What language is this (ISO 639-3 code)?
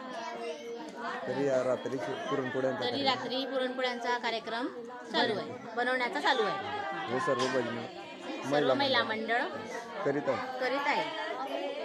mar